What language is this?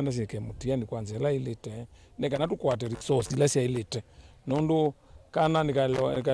Kamba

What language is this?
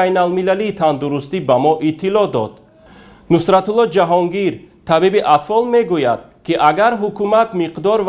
Tajik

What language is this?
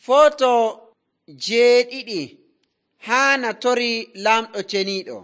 Nigerian Fulfulde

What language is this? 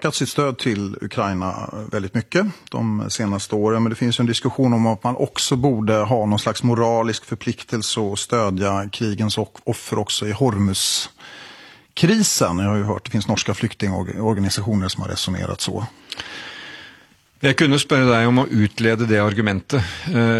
Swedish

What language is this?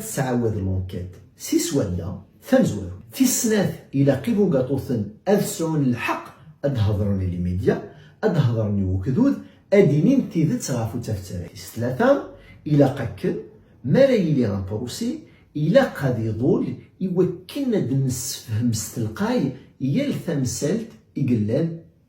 Kabyle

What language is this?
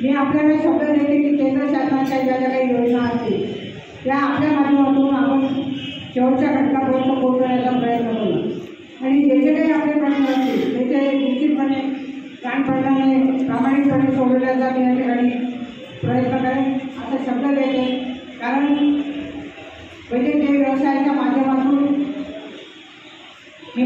Marathi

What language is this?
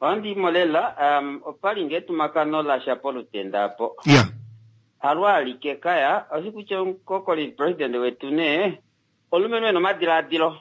Kuanyama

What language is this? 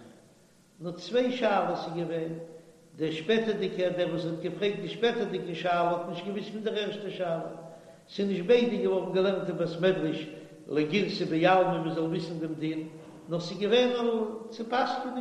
Yiddish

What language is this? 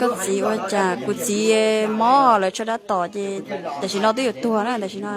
Hmong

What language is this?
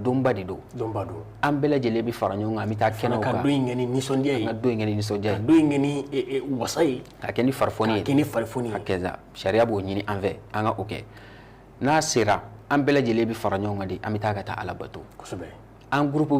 Bambara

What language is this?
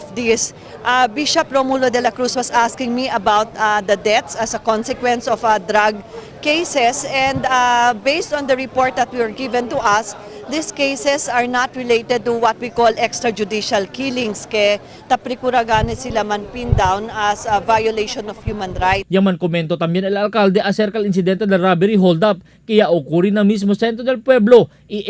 Chavacano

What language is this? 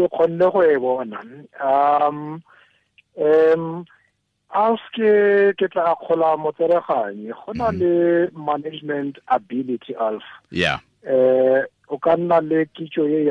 Tswana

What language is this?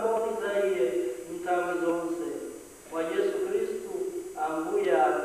Nyanja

